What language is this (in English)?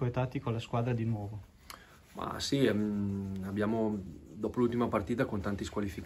Italian